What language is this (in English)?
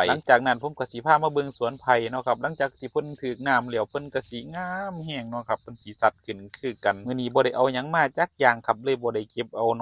Northeastern Thai